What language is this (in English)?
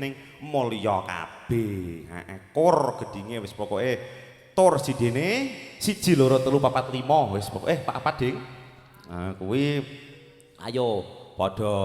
Javanese